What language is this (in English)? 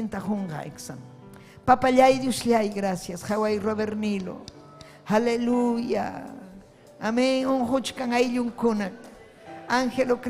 Ayacucho Quechua